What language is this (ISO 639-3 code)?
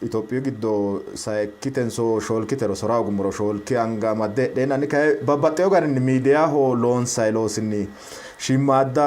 sid